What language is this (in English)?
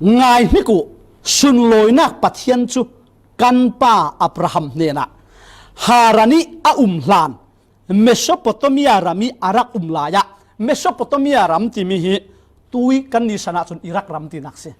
Falam Chin